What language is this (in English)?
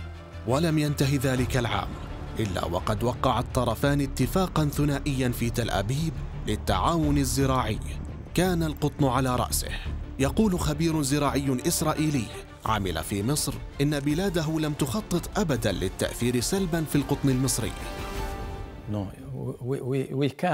Arabic